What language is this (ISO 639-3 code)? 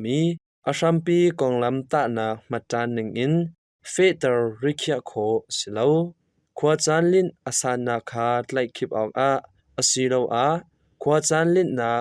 cnh